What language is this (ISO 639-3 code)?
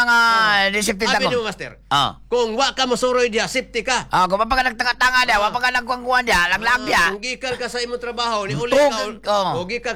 ceb